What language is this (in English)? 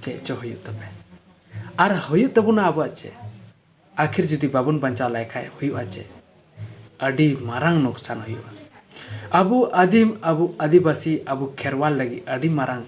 Santali